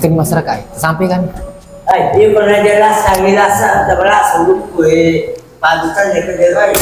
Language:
Buginese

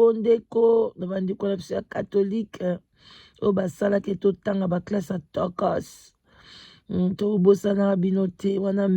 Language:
Lingala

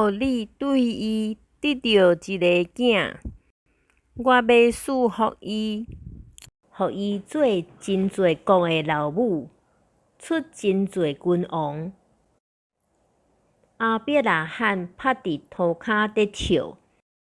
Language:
Min Nan Chinese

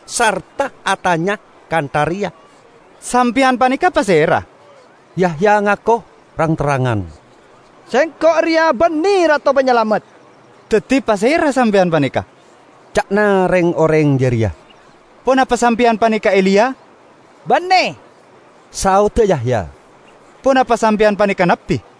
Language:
Madurese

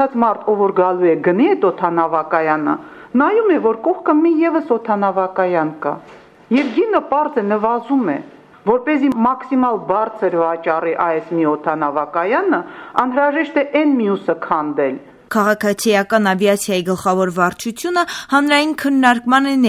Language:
Armenian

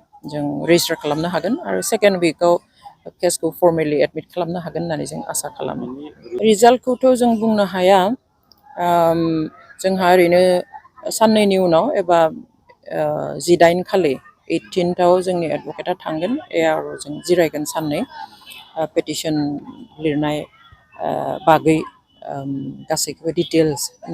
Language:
Bodo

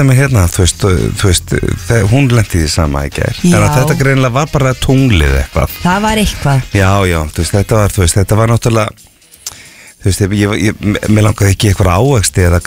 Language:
Icelandic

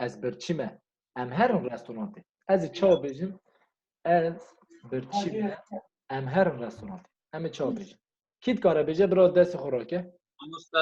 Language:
Kurdish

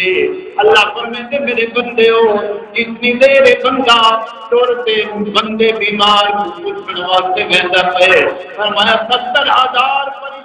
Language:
Saraiki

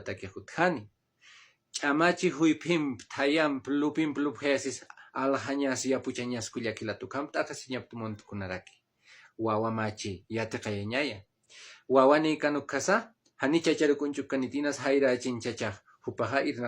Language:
Aymara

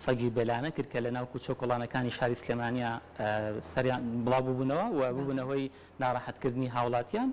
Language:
Central Kurdish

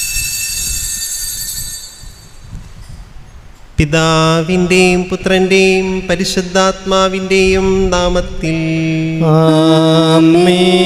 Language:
Malayalam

